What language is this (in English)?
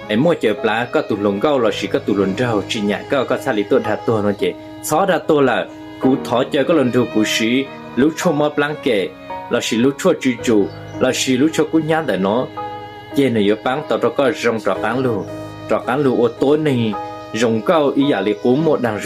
Hmong